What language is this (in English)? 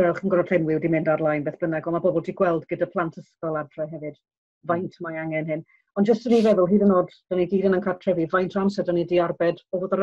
Welsh